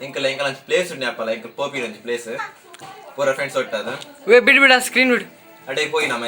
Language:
Tulu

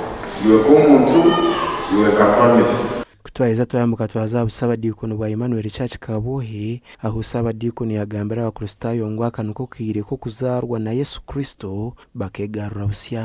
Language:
Nyankole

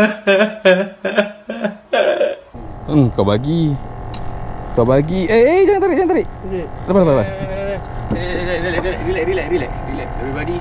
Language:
Malay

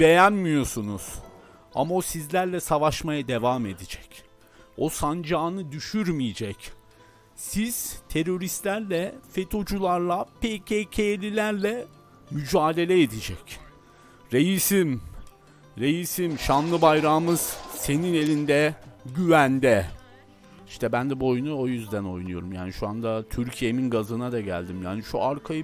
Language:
Turkish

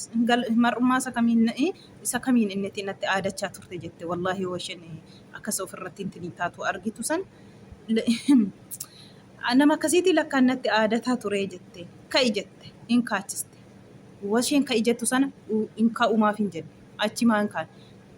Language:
Oromo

